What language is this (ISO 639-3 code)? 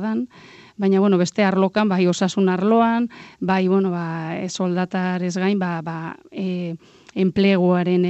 eus